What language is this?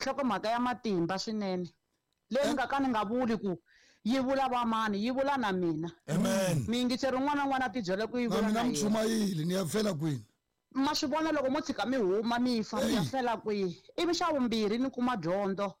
Tsonga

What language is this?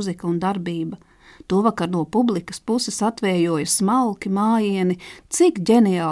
Latvian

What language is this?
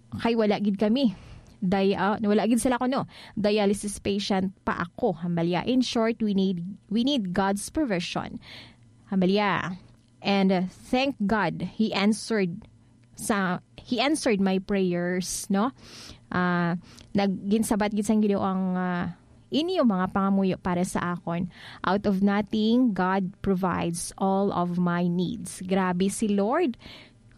Hiligaynon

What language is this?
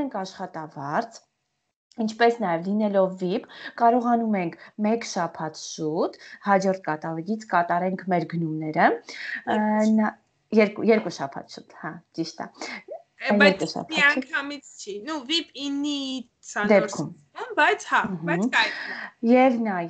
Armenian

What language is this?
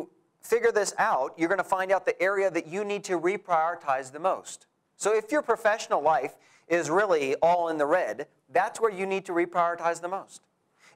English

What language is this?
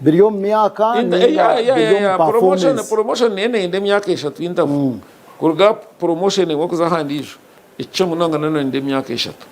Nyankole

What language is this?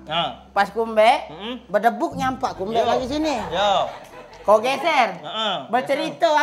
Musi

